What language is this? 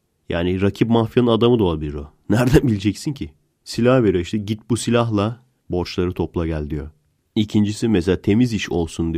Turkish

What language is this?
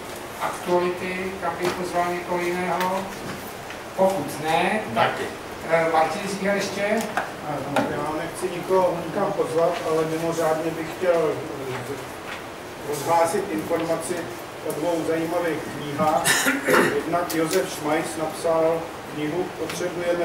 Czech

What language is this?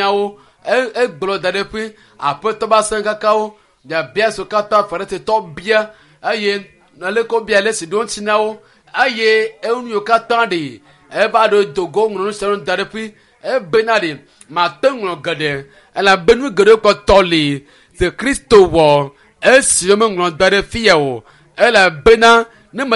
Ewe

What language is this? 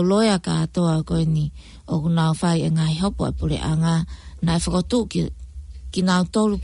Tongan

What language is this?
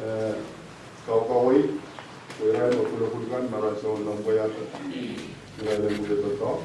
Pohnpeian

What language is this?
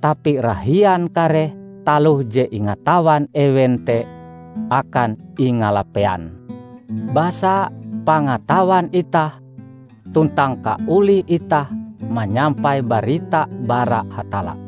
Ngaju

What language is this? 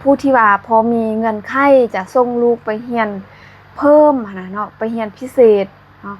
Lao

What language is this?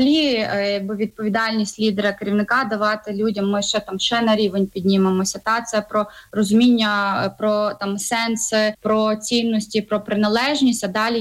Ukrainian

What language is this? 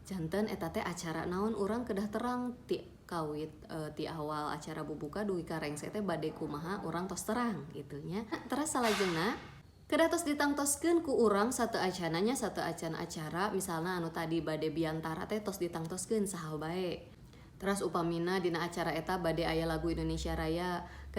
Sundanese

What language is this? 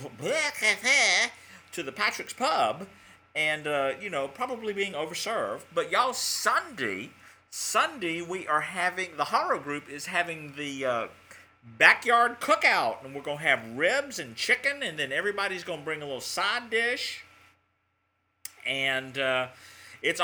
English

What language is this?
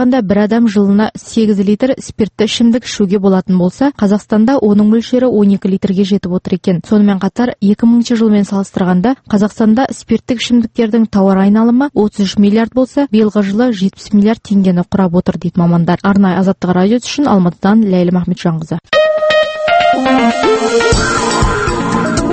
Kazakh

